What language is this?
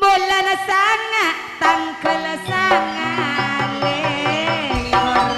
Madurese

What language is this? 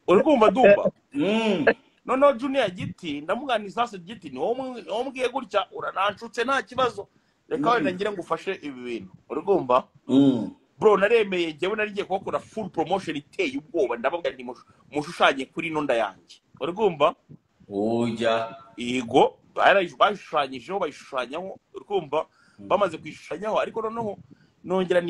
Kinyarwanda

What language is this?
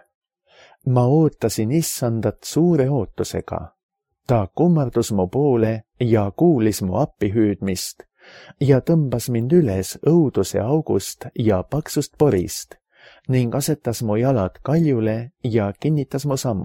Estonian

